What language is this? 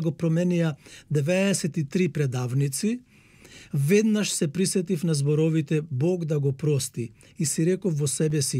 Macedonian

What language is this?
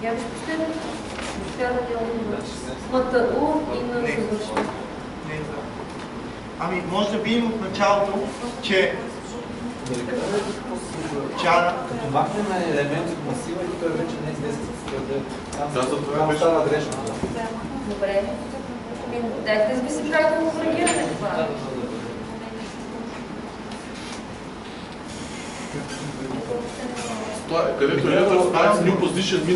Bulgarian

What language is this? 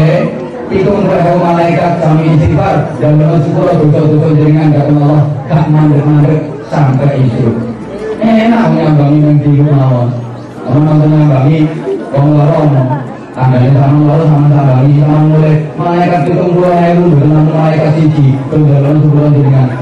Javanese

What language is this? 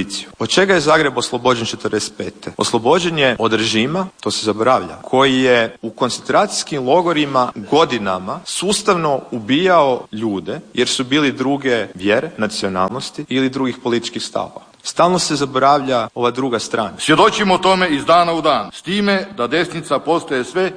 Croatian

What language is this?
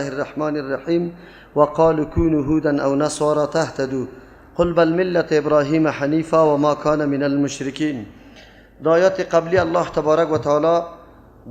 Persian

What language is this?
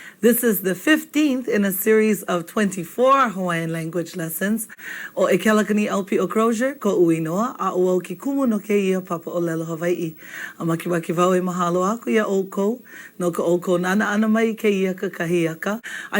Hawaiian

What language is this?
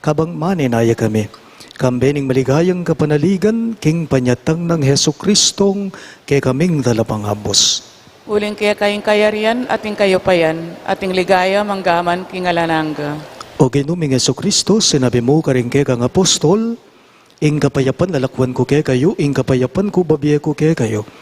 Pampanga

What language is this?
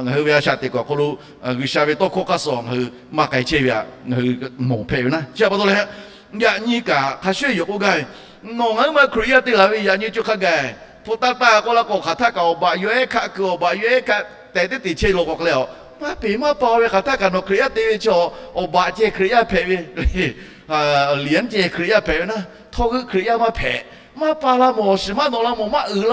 Lahu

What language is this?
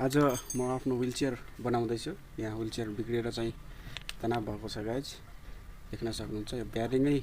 Nepali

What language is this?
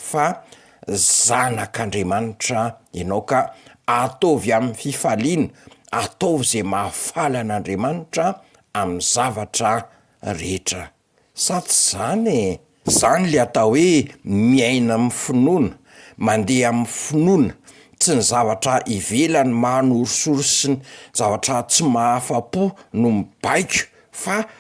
Malagasy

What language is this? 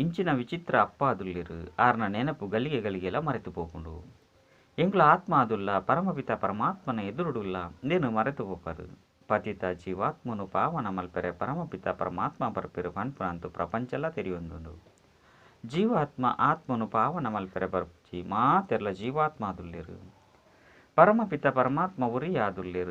Tulu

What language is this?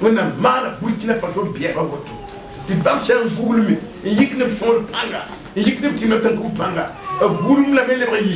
Mossi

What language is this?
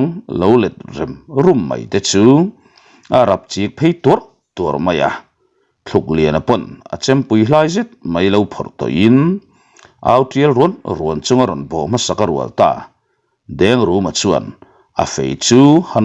Mizo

